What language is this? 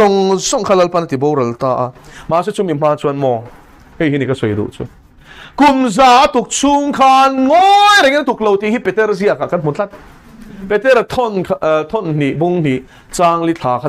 Mizo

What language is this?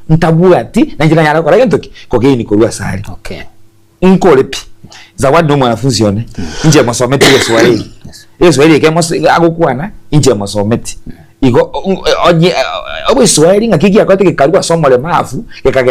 Gusii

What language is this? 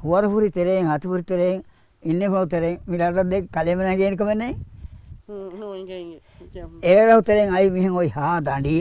Divehi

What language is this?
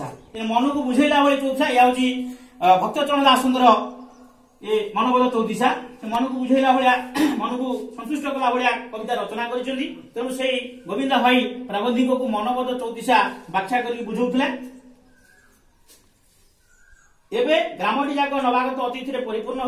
Odia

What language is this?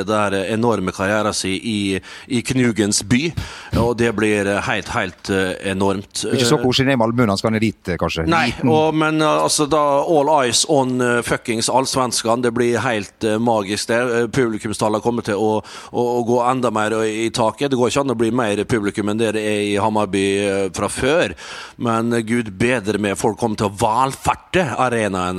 Norwegian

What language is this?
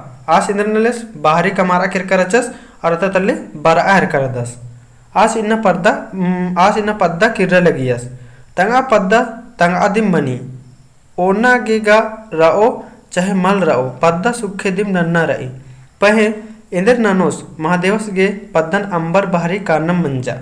Kurukh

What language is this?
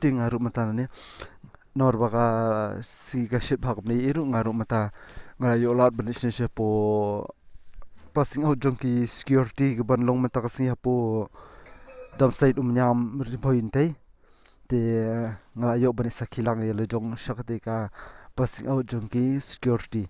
Khasi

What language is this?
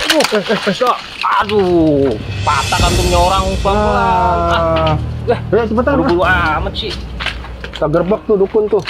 Betawi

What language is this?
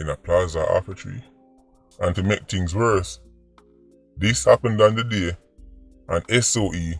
Jamaican Creole English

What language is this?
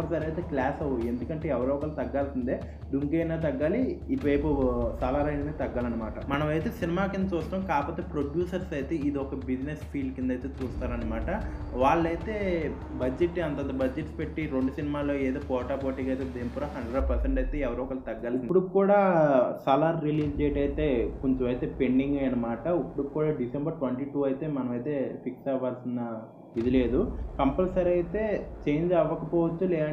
Telugu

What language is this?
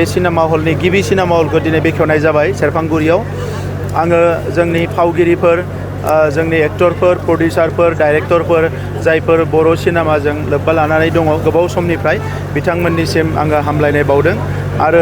Bodo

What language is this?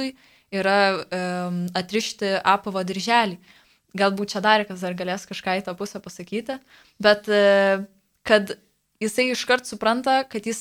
Lithuanian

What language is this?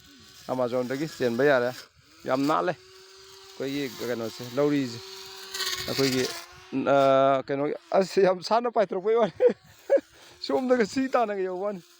Manipuri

